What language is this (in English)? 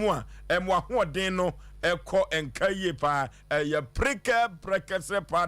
Akan